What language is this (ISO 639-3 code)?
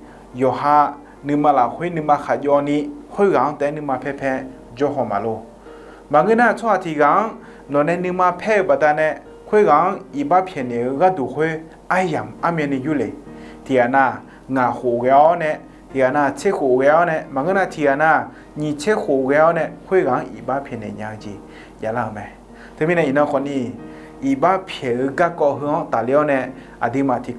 ahk